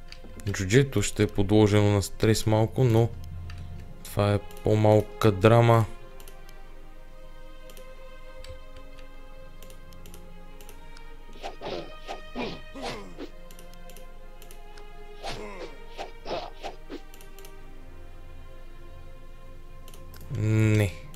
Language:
Bulgarian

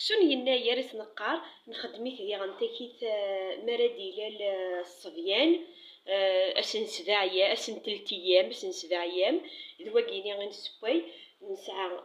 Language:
Kabyle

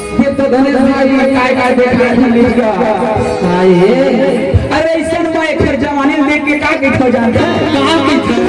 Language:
Chhattisgarhi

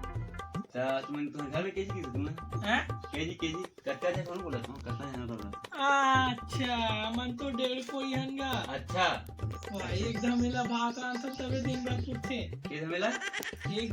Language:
Chhattisgarhi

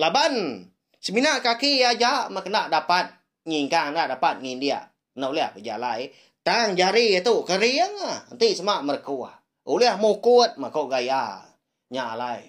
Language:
Iban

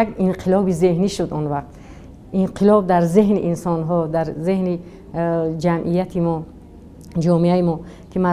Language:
Tajik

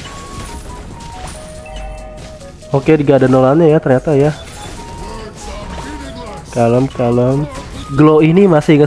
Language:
Indonesian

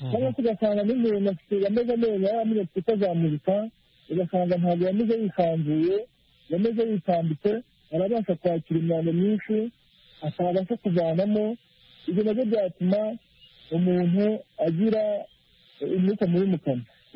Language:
Kinyarwanda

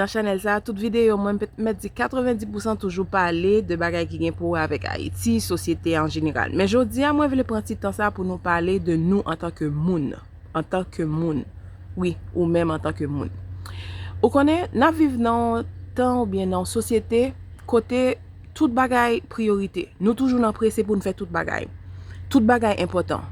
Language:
Haitian Creole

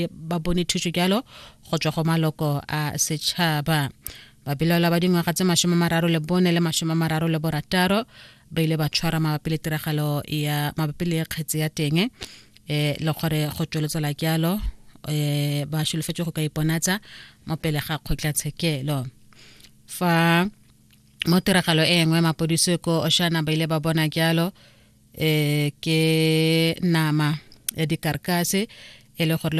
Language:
Tswana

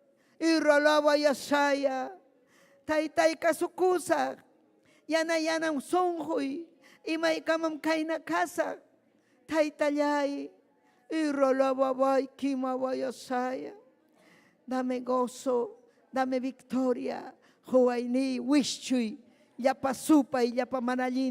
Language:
Ayacucho Quechua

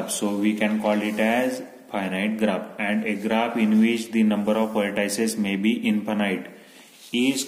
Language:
Marathi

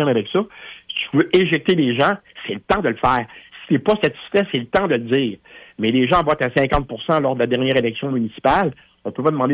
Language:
French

